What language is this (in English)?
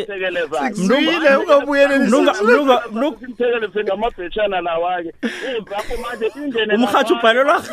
South Ndebele